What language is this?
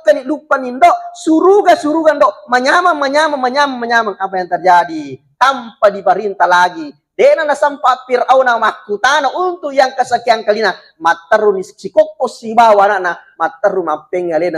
Buginese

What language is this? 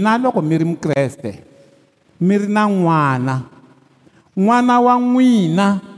Tsonga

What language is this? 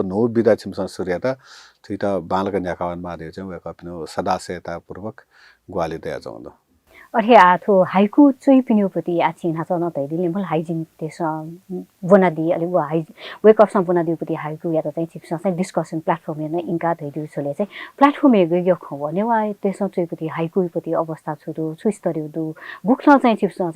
Newari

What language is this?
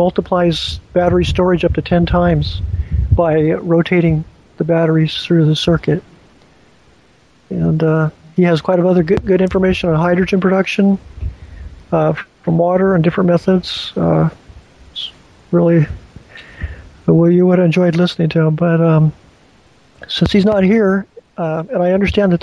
English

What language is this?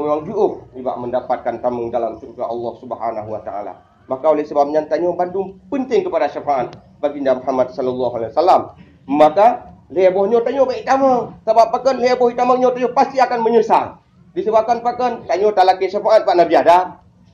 Achinese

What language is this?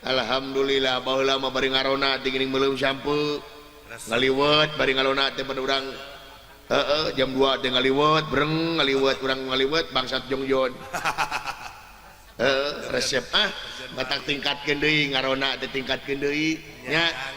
Sundanese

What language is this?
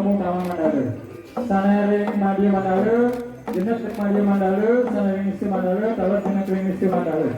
Balinese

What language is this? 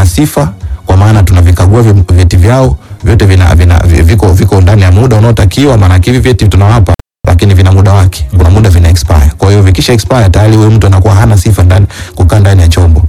Swahili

